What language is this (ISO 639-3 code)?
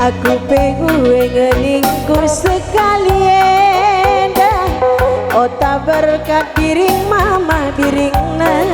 btx